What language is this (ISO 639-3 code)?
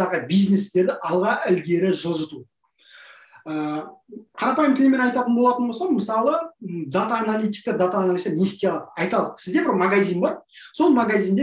kaz